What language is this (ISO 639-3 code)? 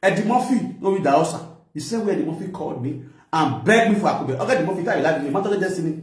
pcm